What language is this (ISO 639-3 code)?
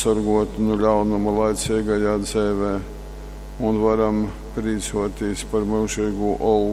ltg